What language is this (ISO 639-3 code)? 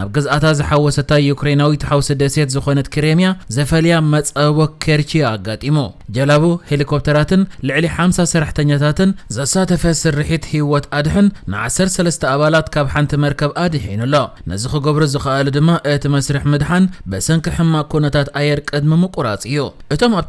tir